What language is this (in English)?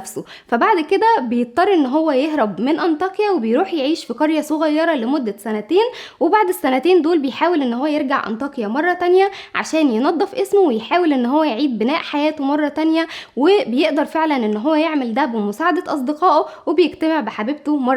Egyptian Arabic